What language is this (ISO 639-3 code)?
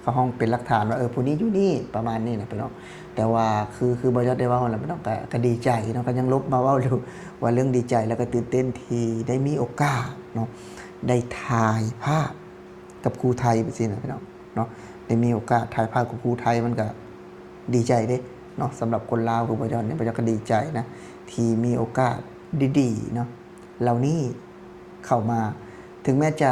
lao